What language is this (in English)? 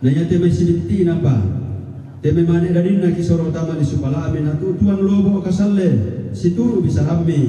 Toraja-Sa'dan